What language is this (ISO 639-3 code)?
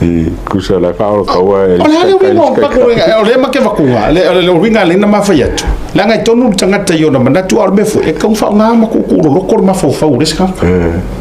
smo